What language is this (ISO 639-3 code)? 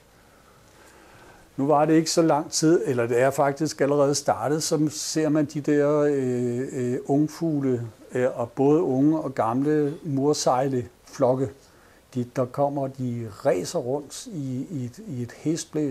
dan